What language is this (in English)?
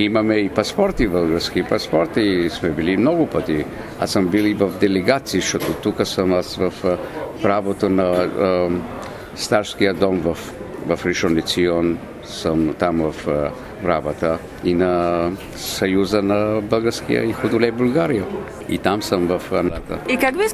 Bulgarian